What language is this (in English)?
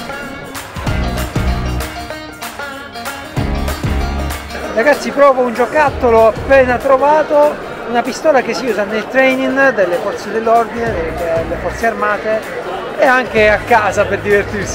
Italian